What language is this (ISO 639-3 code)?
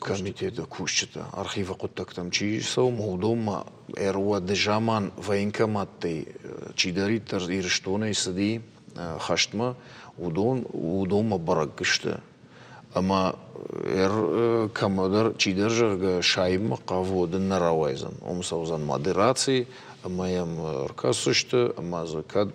oss